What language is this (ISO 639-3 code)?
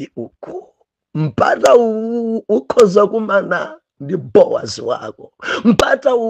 nya